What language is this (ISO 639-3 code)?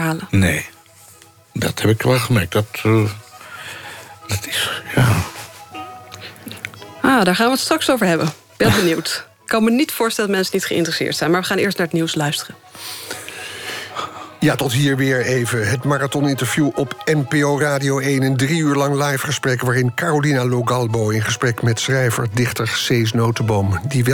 nld